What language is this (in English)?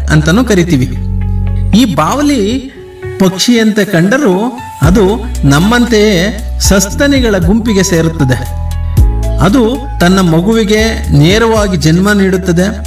Kannada